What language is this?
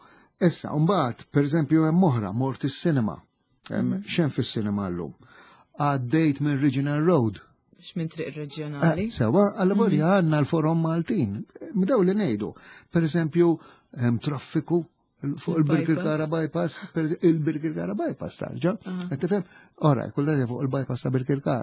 Maltese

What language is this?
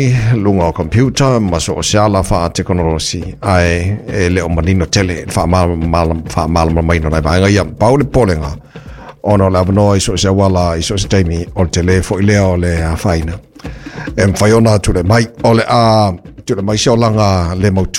Samoan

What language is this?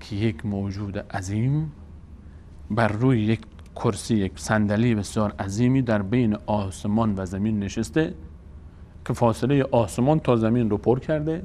Persian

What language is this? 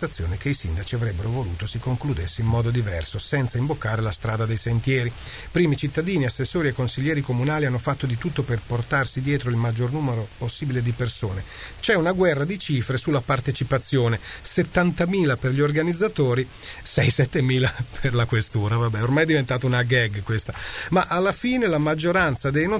Italian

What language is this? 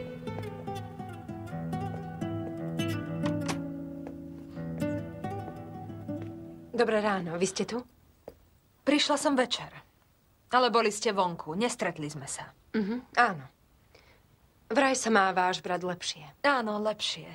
Slovak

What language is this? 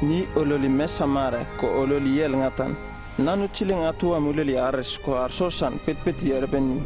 Uripiv-Wala-Rano-Atchin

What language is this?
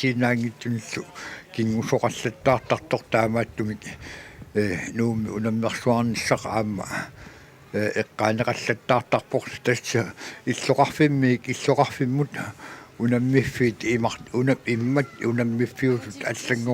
Kalaallisut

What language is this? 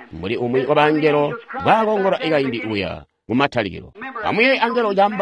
Tonga (Zambia)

